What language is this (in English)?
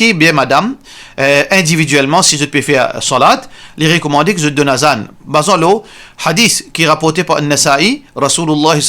Morisyen